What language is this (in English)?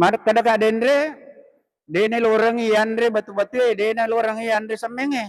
Buginese